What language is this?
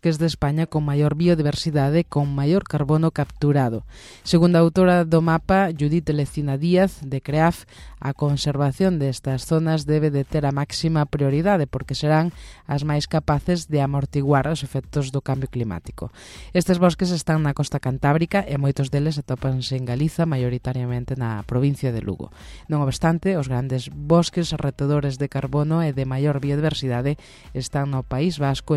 Galician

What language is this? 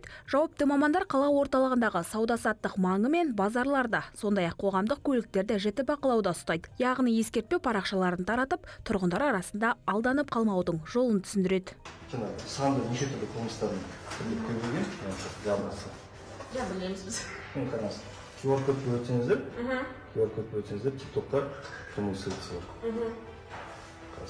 Kazakh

